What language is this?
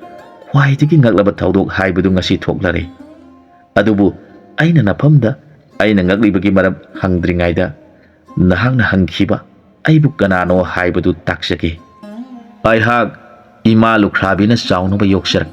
Manipuri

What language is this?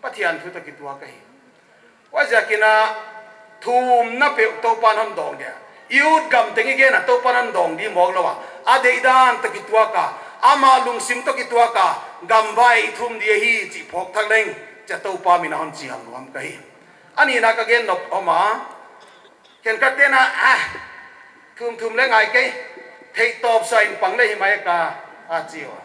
Paite Chin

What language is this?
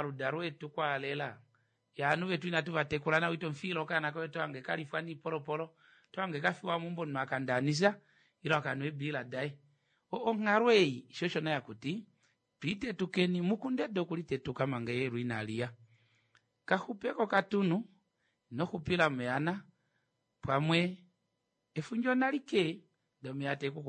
Kuanyama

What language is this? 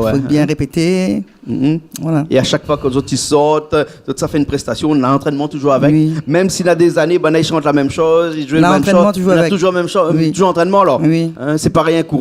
Réunion Creole French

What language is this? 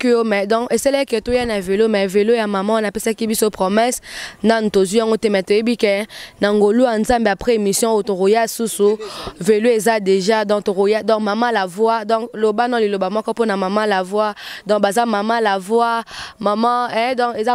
Lingala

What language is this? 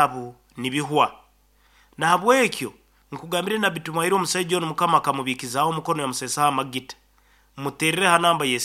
Nyoro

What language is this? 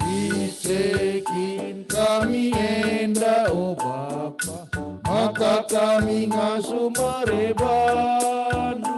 Batak Karo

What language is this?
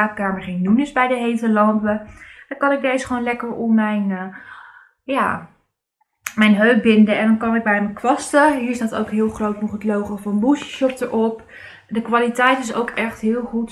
Dutch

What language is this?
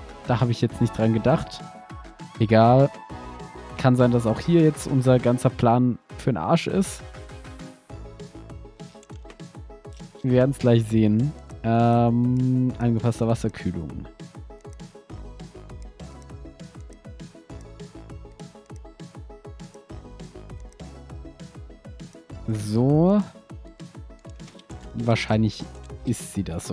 German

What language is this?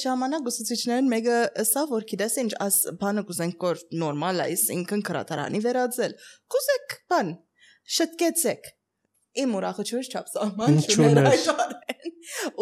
Armenian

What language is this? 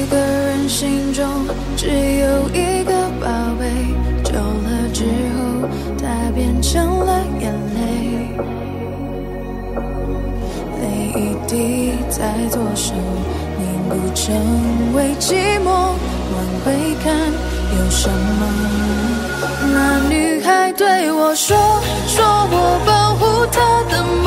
Chinese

